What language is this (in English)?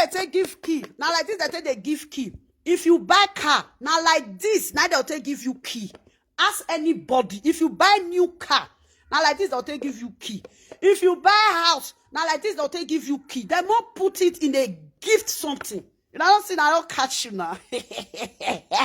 Nigerian Pidgin